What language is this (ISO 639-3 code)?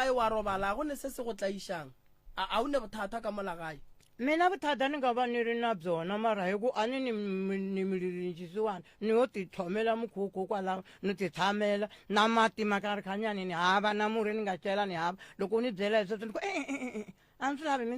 nso